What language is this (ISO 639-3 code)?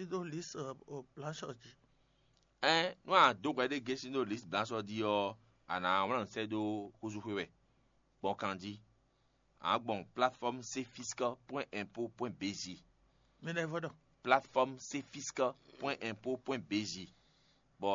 fon